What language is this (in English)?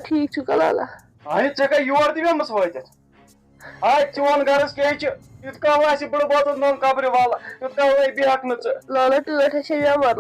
Kashmiri